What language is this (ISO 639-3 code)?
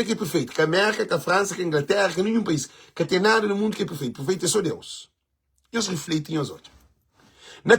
kea